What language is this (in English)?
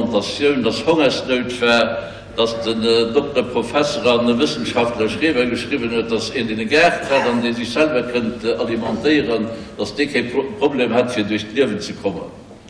Luxembourgish